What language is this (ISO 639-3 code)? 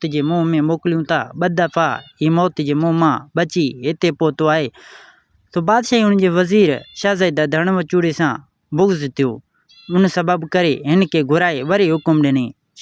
snd